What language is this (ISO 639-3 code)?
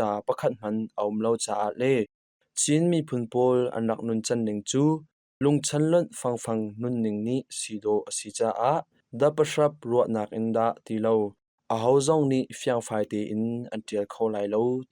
cnh